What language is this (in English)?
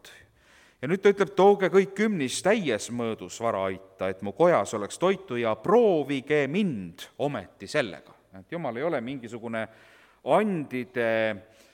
Estonian